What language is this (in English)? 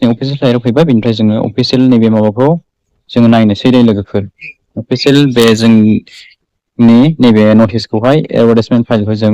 Bodo